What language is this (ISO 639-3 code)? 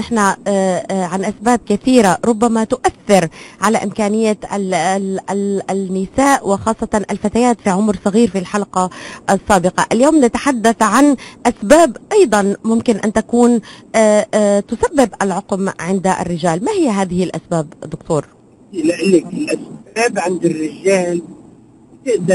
apc